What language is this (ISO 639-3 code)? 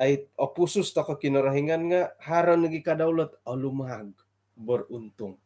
dtp